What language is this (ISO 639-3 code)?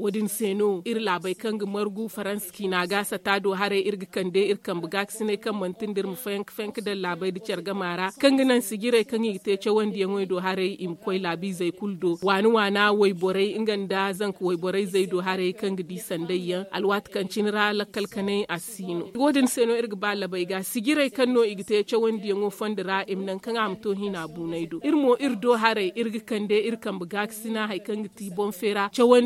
dje